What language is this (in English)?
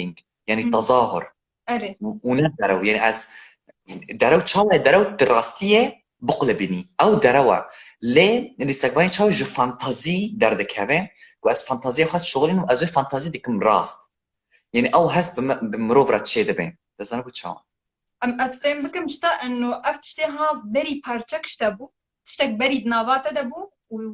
Kurdish